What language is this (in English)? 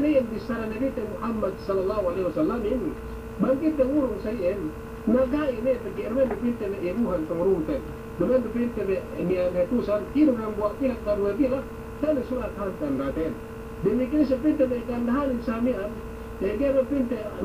Yakan